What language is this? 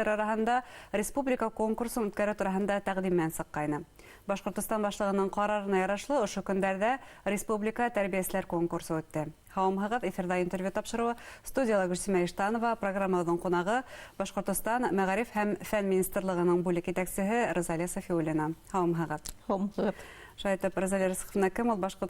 Bashkir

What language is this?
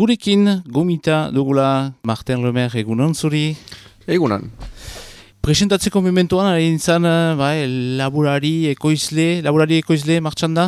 Basque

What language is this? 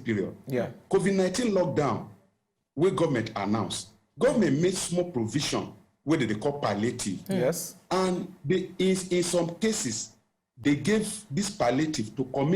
Nigerian Pidgin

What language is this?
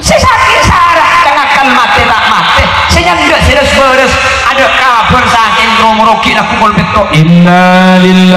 Madurese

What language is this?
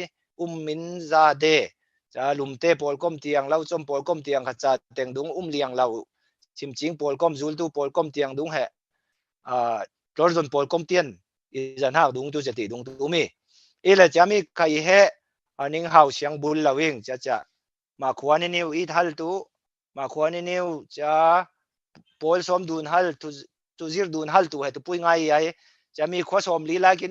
Falam Chin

